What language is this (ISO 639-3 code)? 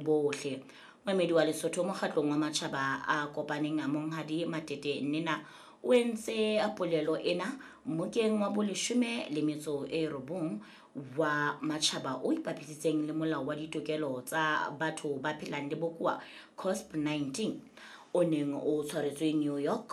sot